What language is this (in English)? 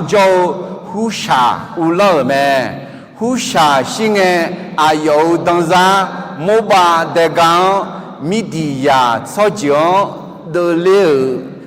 Akha